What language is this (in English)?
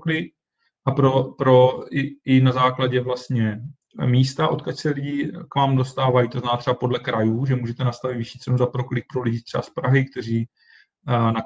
Czech